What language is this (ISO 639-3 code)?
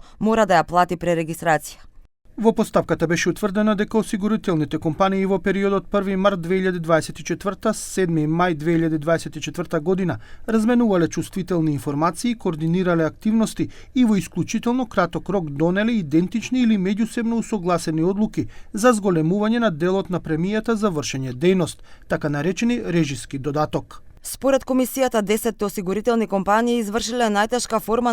mkd